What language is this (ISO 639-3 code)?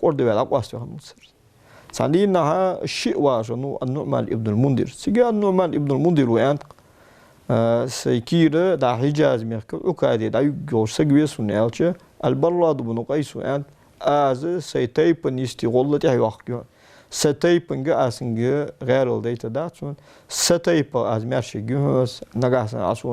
inh